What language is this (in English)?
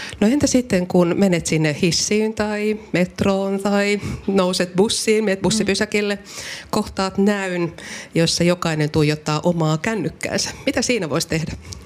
Finnish